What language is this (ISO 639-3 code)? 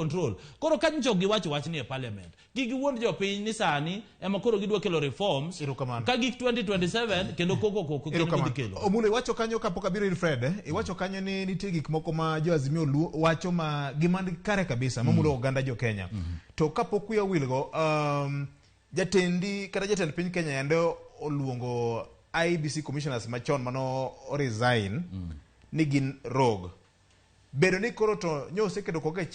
luo